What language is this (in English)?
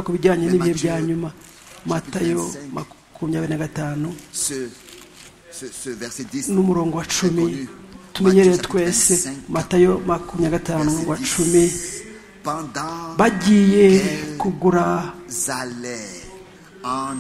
Kinyarwanda